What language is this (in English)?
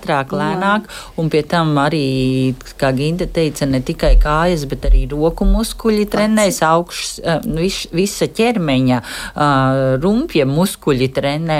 Latvian